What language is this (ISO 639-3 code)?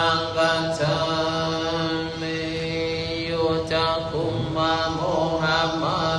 pli